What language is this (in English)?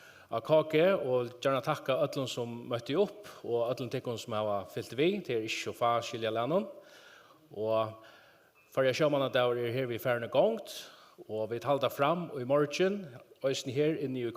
Faroese